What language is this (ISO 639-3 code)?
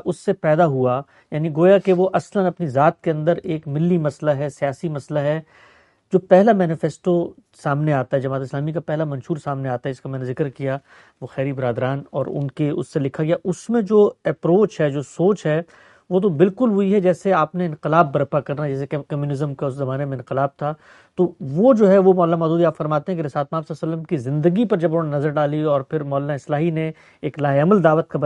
urd